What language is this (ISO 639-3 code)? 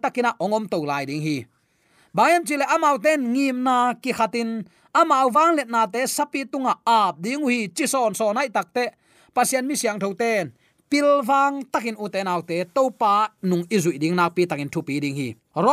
ctd